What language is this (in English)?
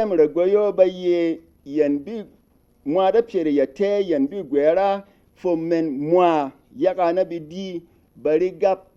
Berom